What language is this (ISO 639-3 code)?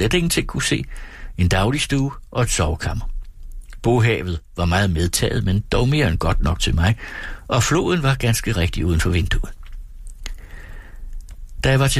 dan